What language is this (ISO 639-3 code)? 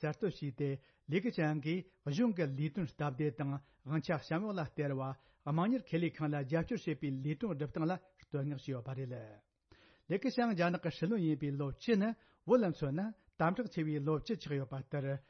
bod